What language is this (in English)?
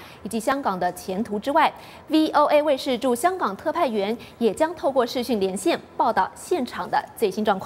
Chinese